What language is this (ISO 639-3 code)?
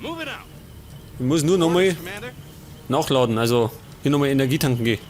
bar